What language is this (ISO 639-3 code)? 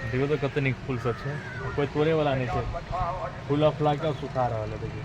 mai